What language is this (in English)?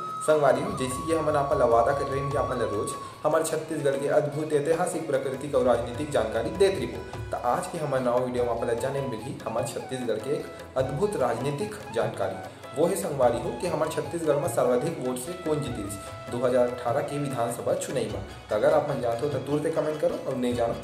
Chhattisgarhi